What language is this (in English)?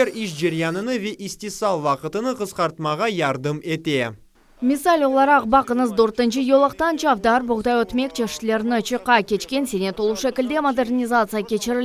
Crimean Tatar